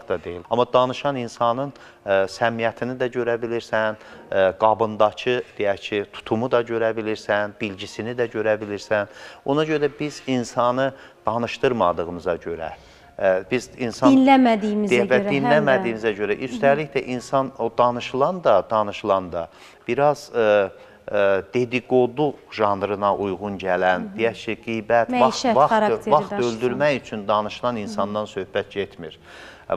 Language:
Azerbaijani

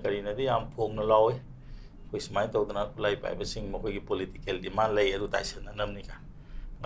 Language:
Manipuri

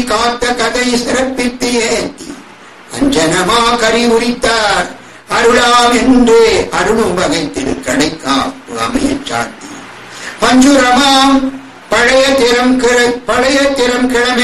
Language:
Tamil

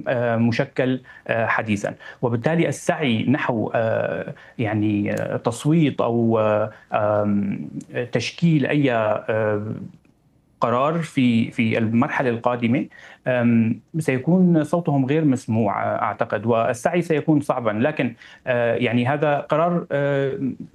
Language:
Arabic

